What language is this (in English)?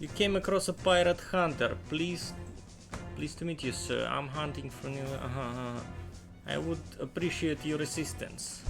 Rusyn